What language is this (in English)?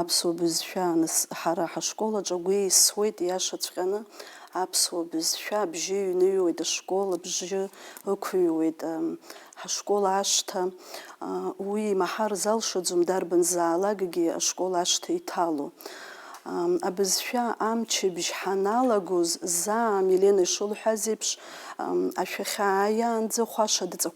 Abkhazian